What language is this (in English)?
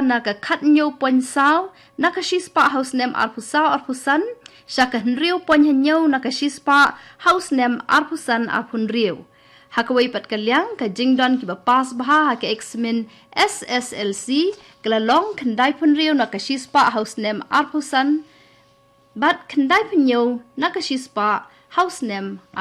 Khasi